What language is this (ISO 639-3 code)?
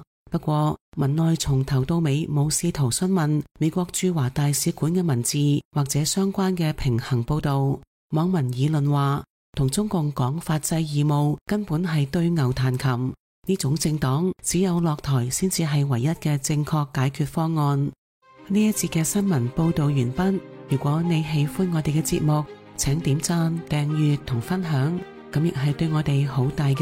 yue